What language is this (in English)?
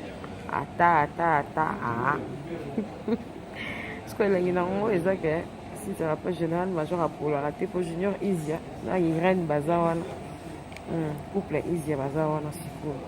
Lingala